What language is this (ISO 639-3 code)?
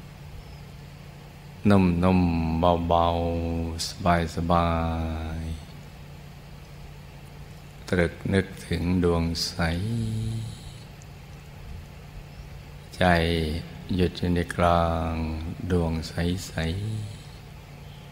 tha